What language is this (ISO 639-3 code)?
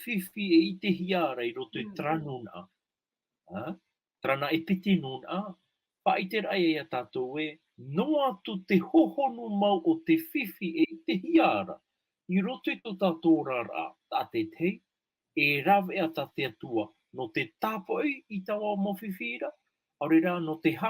tah